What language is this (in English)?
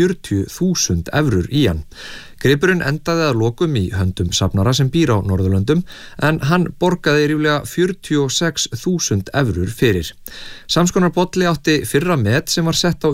Icelandic